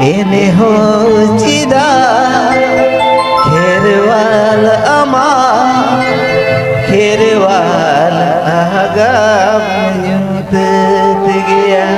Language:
Santali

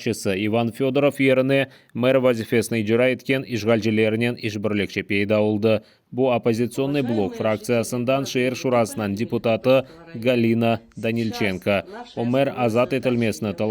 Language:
Crimean Tatar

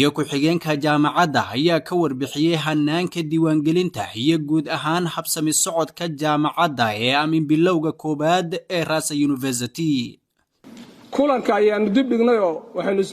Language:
Somali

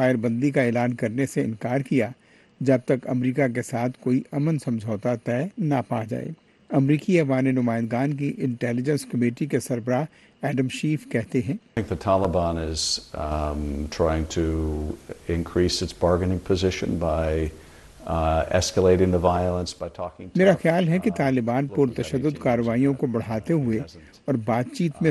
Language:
Urdu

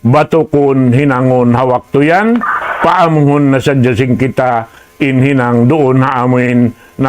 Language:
Tausug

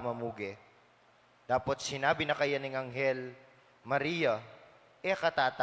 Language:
Pampanga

